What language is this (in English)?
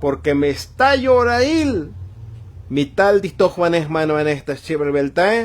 Tzotzil